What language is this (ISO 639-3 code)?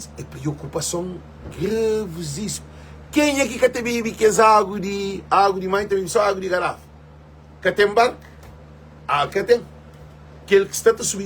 kea